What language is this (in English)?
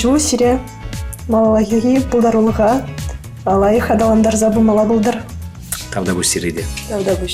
Chuvash